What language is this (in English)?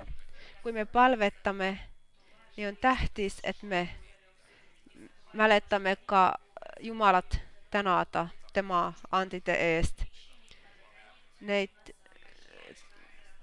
Finnish